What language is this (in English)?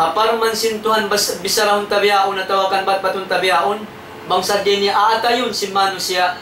Tausug